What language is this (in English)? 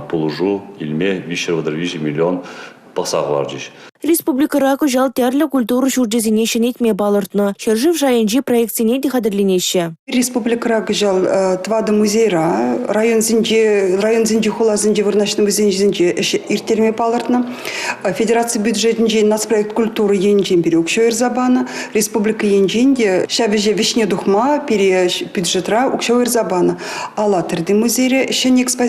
Chuvash